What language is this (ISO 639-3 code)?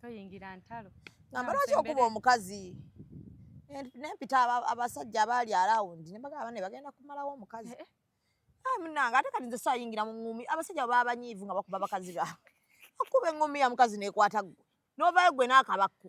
lug